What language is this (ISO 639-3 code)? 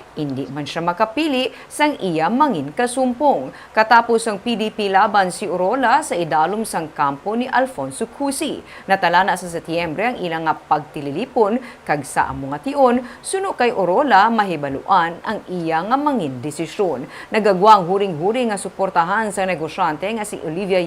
hil